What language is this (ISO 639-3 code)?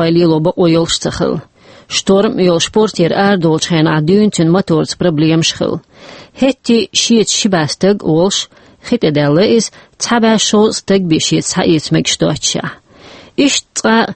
che